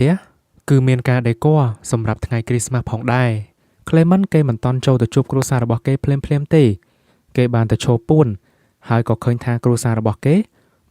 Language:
Khmer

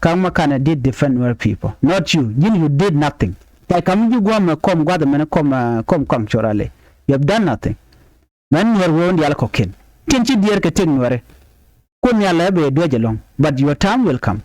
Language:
Nuer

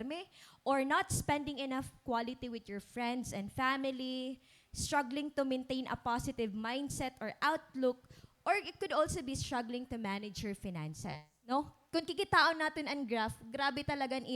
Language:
Waray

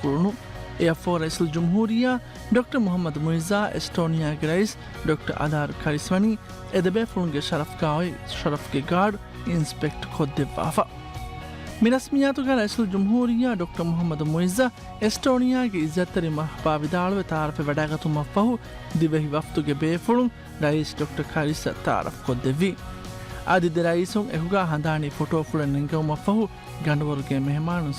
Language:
Divehi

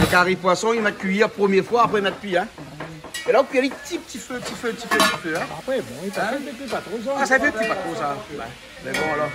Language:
Réunion Creole French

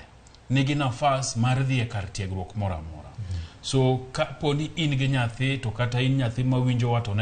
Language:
Luo (Kenya and Tanzania)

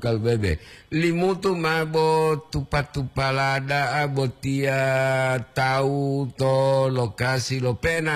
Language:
Gorontalo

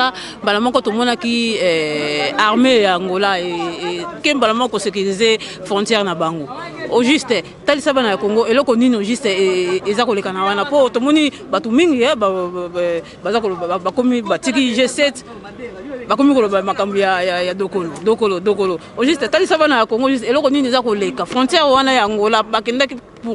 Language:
Lingala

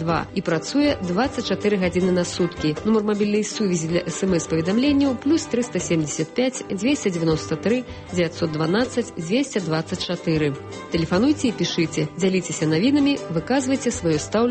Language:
Belarusian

